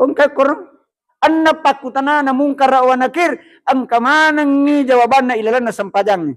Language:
Buginese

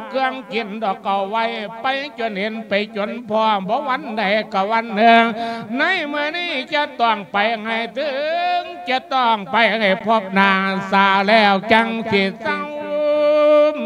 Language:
Lao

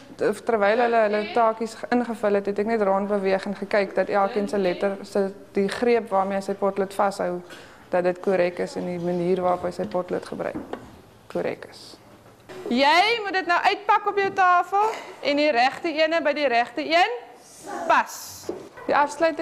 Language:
Afrikaans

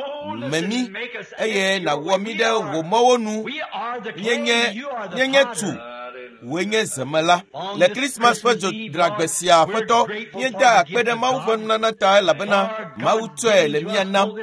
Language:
Ewe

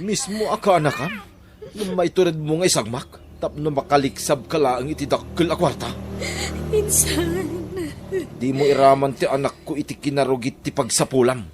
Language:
Iloko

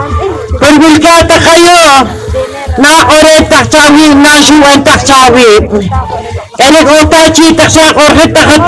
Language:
Poqomchi'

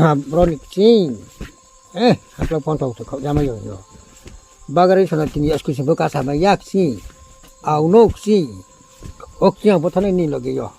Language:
Riang (India)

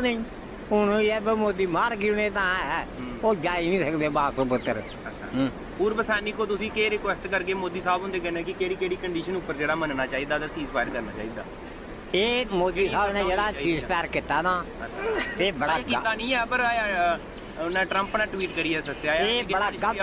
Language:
Dogri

